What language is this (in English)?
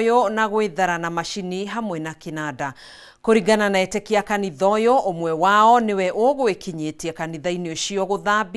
Kikuyu